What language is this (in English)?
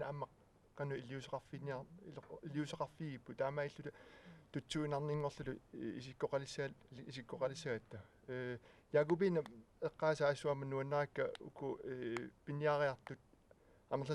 Kalaallisut